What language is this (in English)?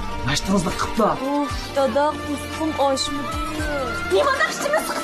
Uyghur